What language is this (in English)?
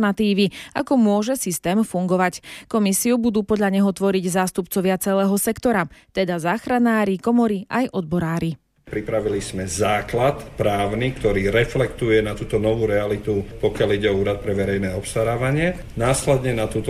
Slovak